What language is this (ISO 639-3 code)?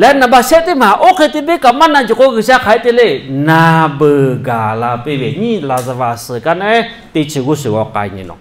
lhu